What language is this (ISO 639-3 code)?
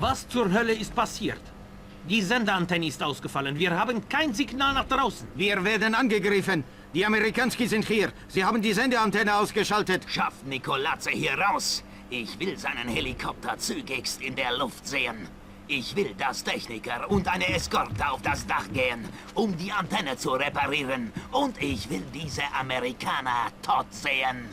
bar